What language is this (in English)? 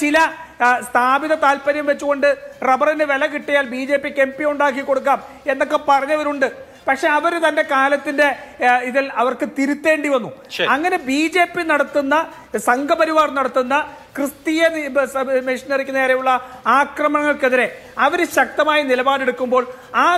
Malayalam